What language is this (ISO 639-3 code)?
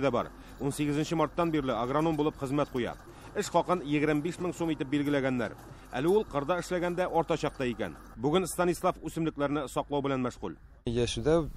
tat